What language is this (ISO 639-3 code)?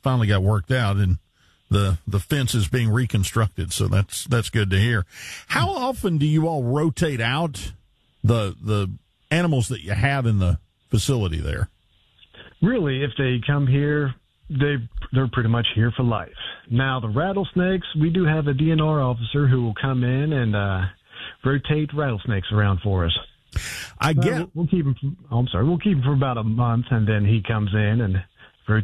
eng